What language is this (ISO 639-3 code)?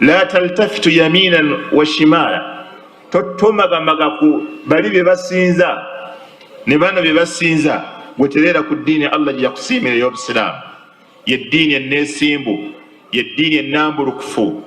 lug